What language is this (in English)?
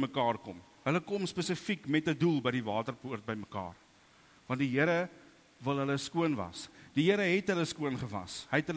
Afrikaans